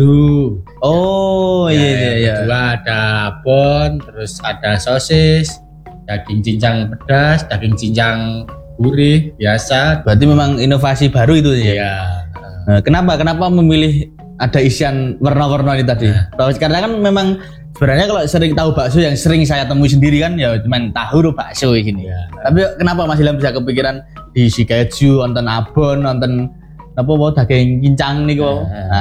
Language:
Indonesian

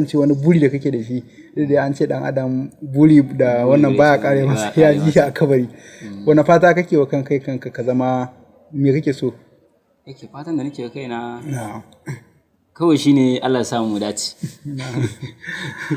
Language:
Hausa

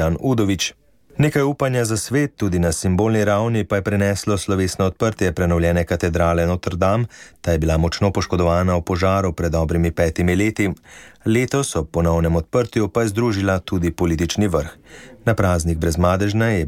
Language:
Slovenian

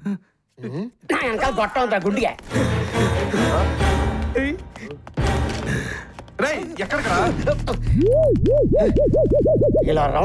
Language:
Telugu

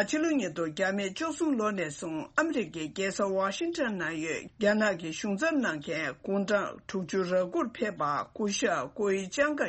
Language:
Tibetan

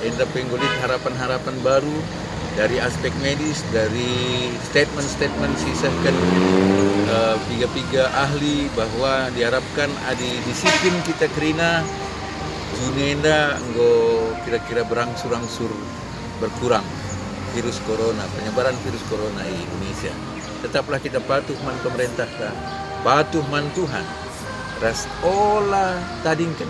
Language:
Batak Karo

